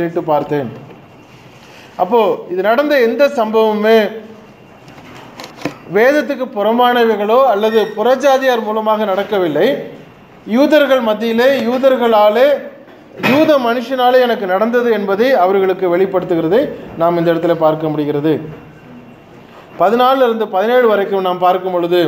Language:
Tamil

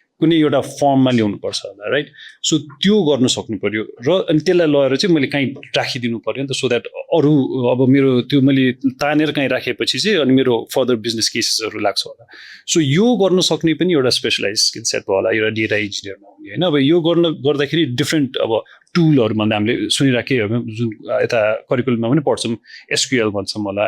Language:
Nepali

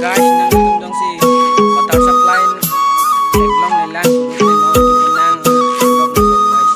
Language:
Karbi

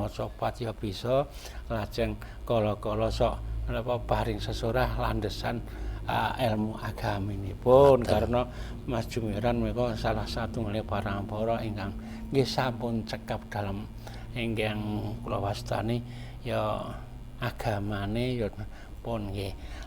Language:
Javanese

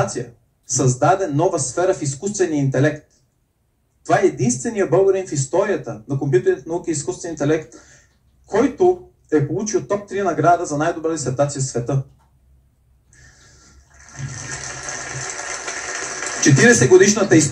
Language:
Bulgarian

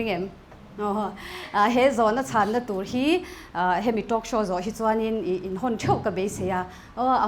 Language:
Mizo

